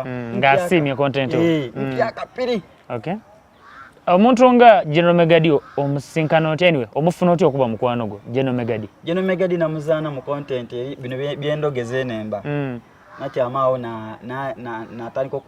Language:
Soga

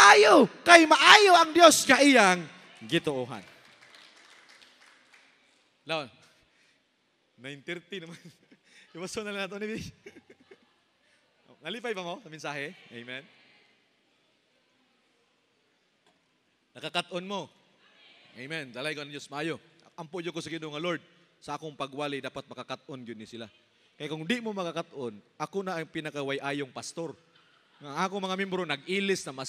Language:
Cebuano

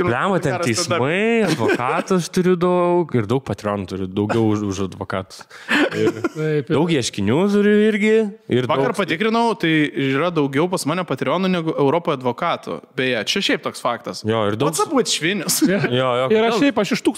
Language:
Lithuanian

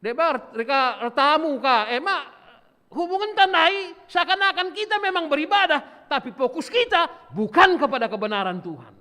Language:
Batak Karo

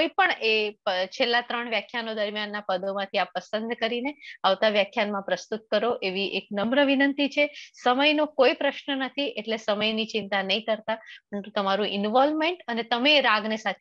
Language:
Gujarati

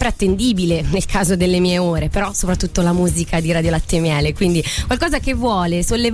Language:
Italian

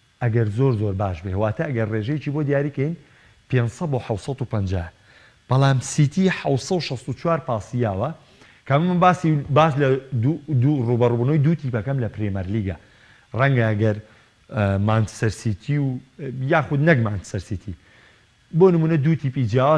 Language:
Central Kurdish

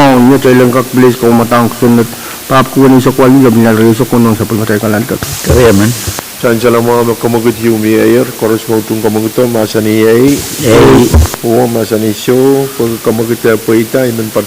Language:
Pohnpeian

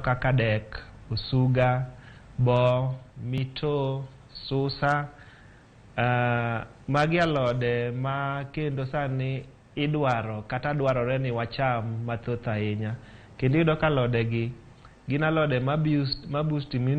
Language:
Luo (Kenya and Tanzania)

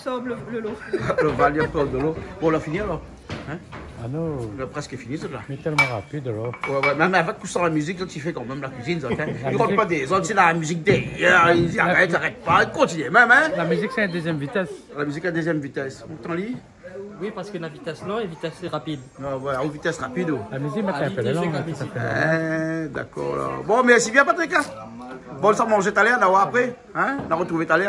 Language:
Réunion Creole French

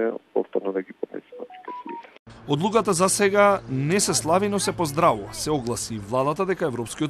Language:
Macedonian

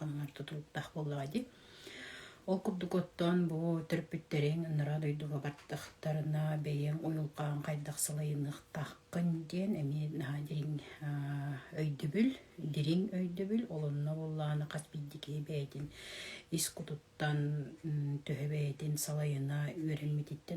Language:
Yakut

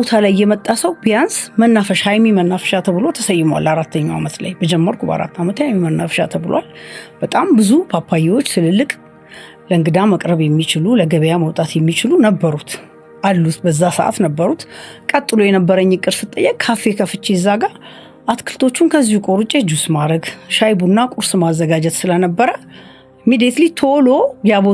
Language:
Amharic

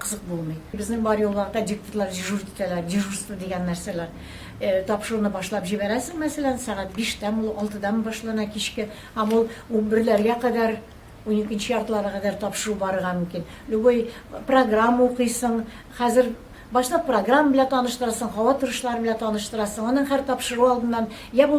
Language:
Tatar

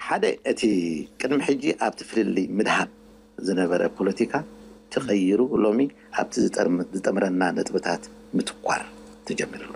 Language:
Tigrinya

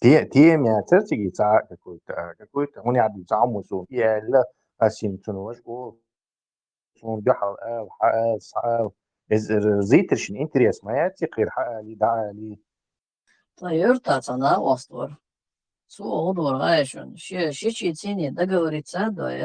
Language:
Chechen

